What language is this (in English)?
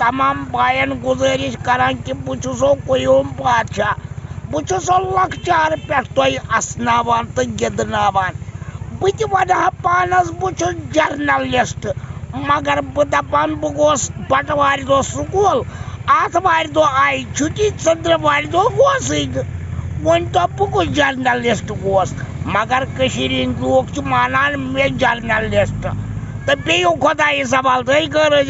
Kashmiri